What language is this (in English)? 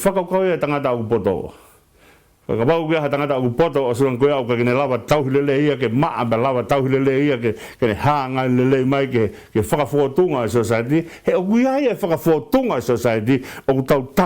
Tongan